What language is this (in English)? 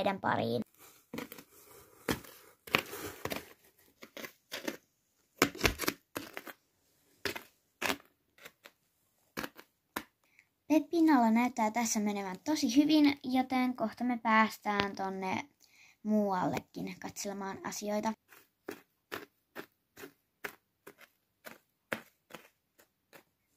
Finnish